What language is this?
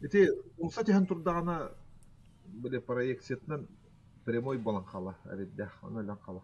Yakut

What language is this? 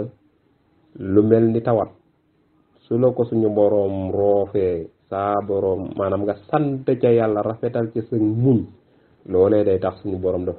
Wolof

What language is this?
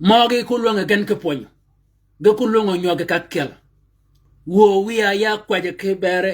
Shilluk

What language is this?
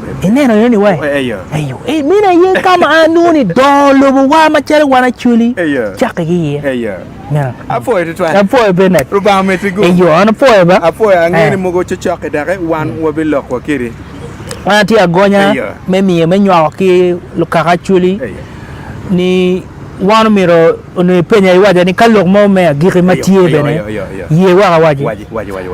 Acoli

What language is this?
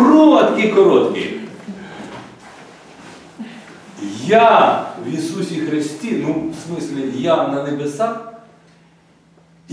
Ukrainian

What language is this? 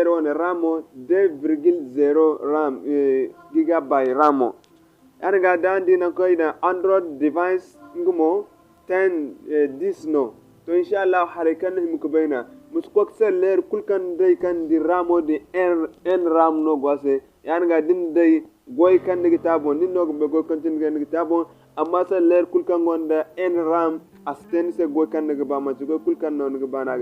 Zarma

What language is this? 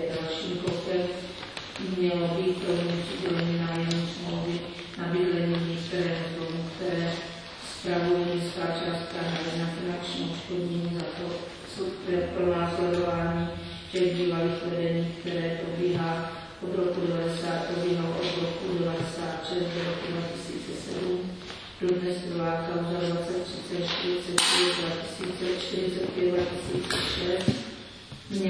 Czech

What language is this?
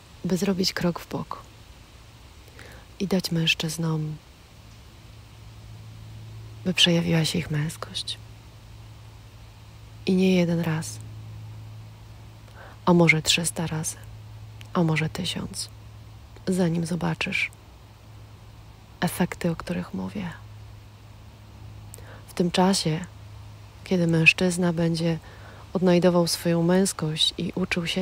Polish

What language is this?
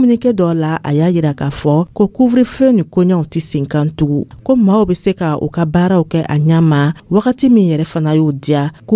Dyula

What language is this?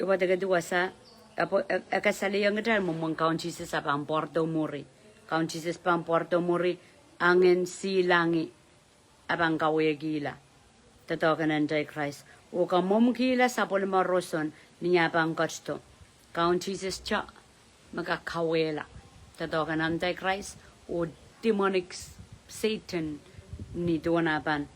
Pohnpeian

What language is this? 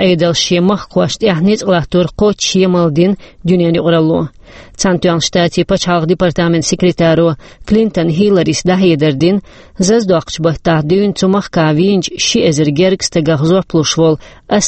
Chechen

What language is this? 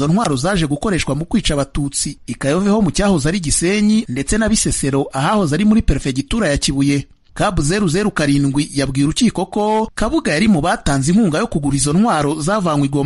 Kinyarwanda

